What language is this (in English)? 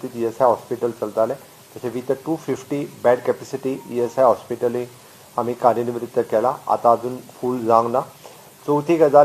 Konkani